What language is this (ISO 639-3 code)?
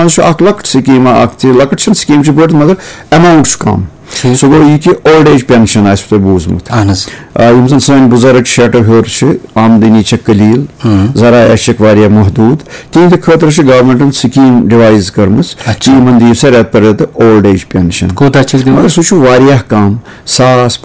kas